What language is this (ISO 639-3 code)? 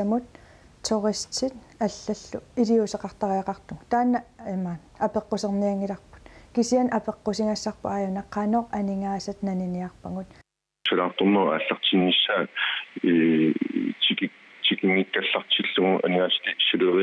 kal